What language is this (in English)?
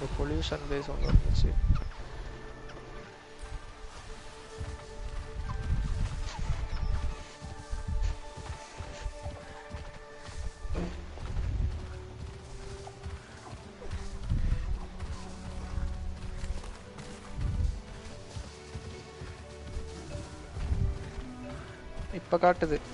Tamil